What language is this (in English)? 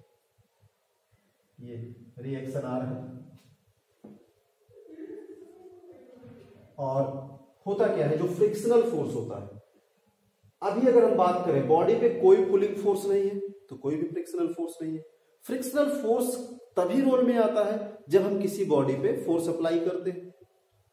Hindi